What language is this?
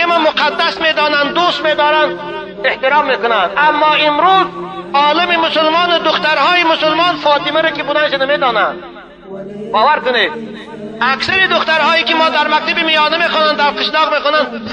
Tajik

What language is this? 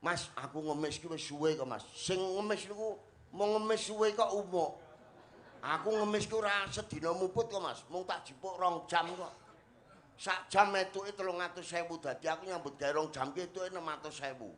Javanese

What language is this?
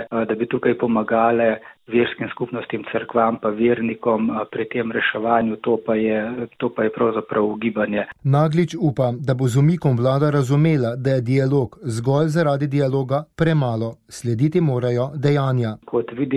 Slovenian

